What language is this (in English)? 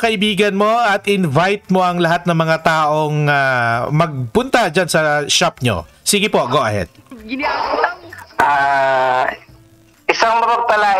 Filipino